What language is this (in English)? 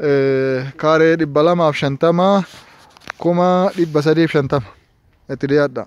Oromo